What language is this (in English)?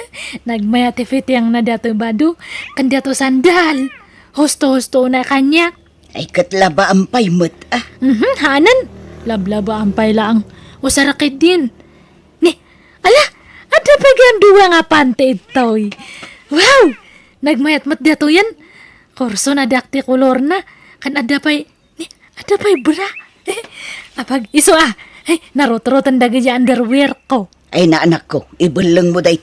Iloko